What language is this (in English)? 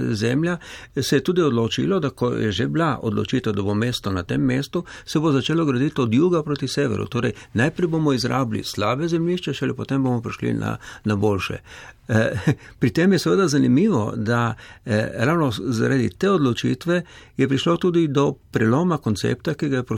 Slovenian